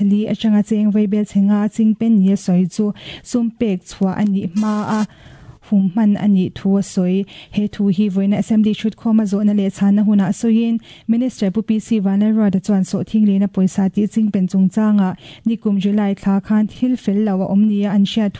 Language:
Mizo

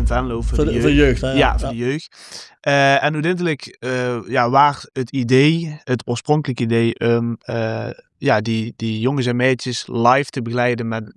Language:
Limburgish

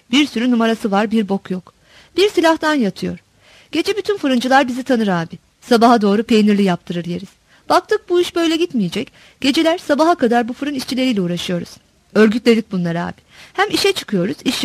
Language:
Turkish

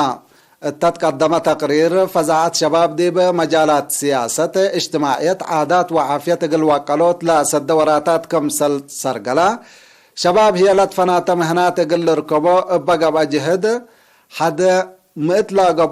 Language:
Tigre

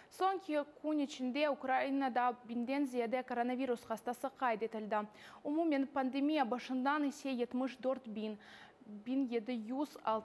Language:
Crimean Tatar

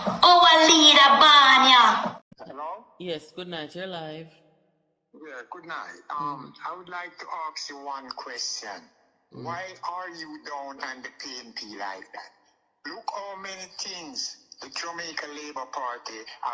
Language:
Jamaican Creole English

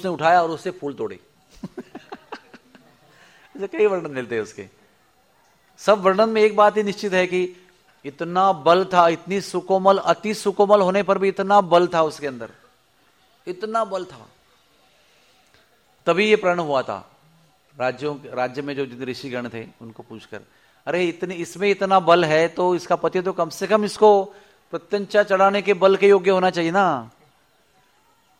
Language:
Hindi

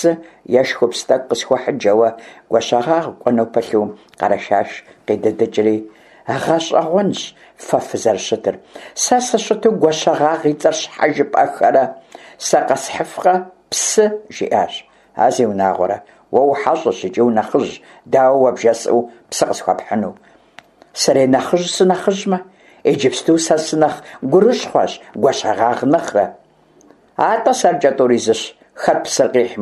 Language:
Kabardian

